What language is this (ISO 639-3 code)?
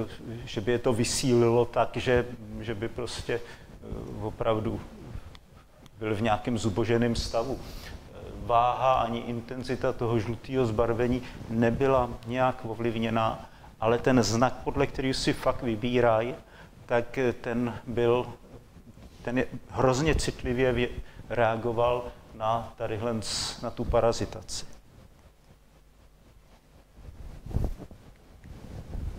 ces